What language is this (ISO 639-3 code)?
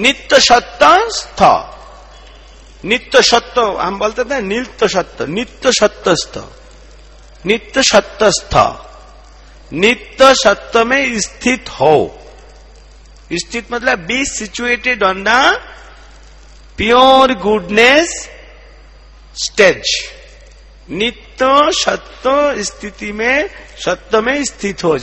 hin